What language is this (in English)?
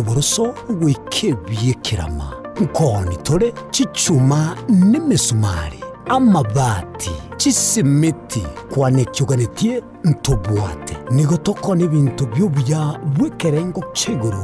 Gusii